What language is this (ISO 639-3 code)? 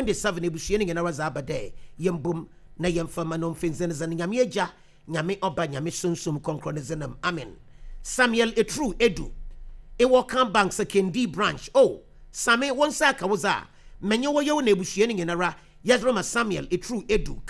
aka